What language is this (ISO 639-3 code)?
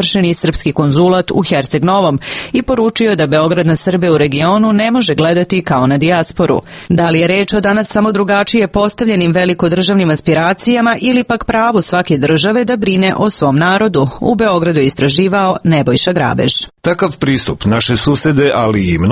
srp